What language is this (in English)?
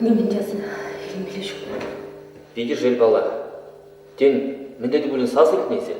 Chuvash